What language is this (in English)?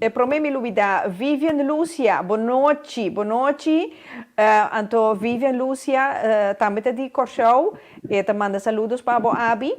Papiamento